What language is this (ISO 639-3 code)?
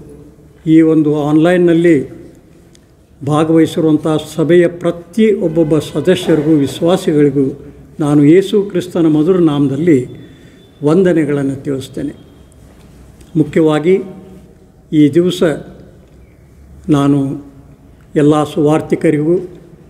kan